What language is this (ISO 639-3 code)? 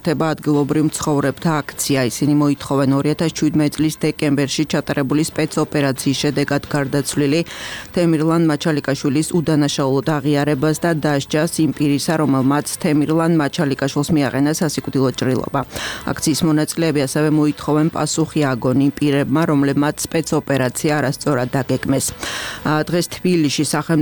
kat